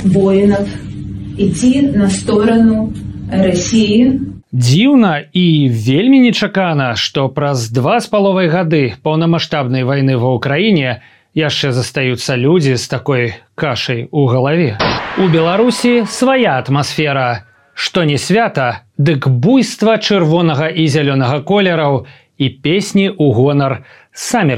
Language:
Belarusian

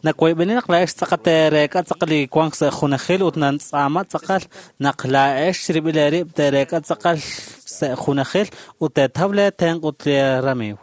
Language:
Kekchí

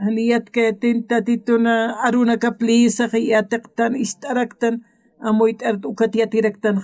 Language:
Aymara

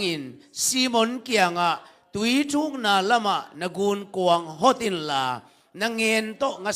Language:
Tedim Chin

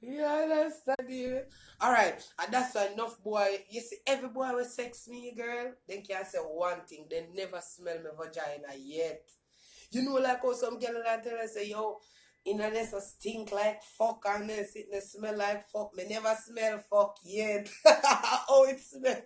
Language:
Jamaican Creole English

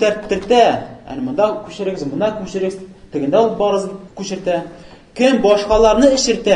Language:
Tatar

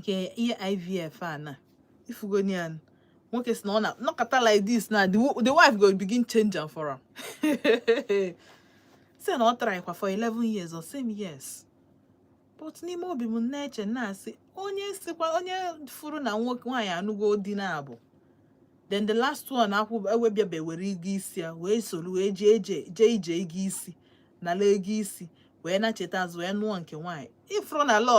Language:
Igbo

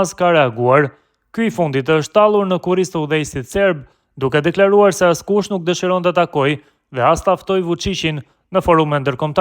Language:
Albanian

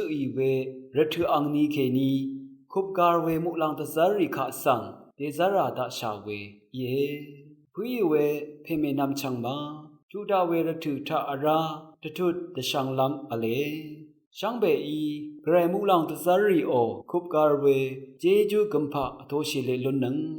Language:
Rawang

